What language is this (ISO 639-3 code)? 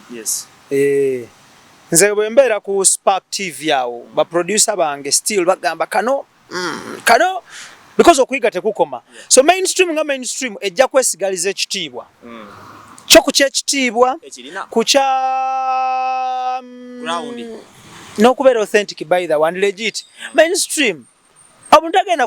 lug